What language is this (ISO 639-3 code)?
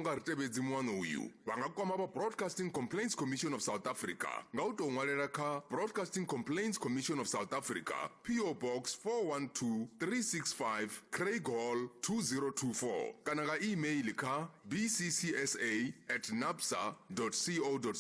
ven